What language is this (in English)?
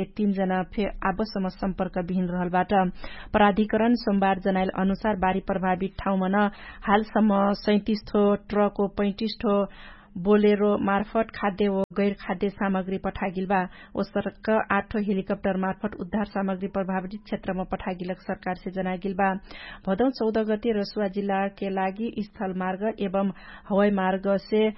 Dangaura Tharu